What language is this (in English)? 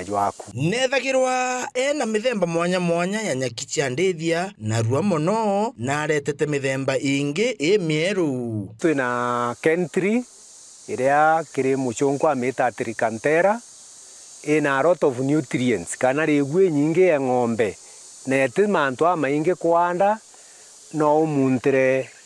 Meru